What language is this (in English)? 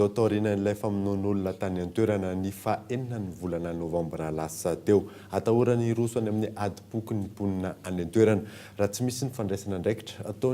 Malagasy